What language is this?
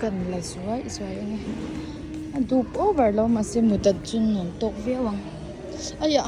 Mizo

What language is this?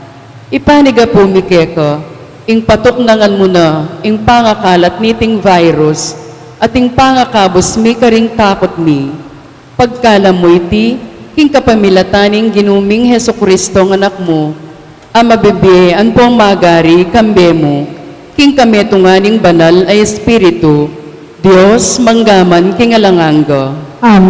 Pampanga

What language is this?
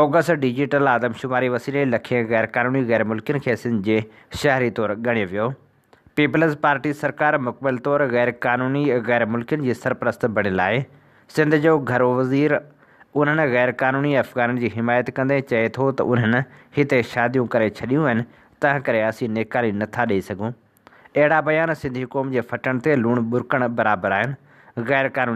Sindhi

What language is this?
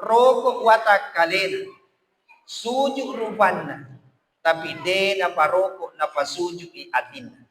Buginese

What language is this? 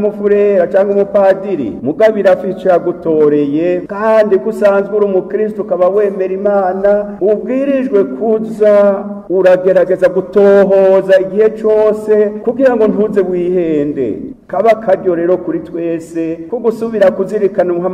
Rundi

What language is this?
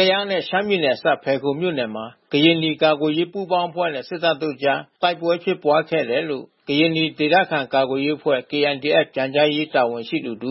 Burmese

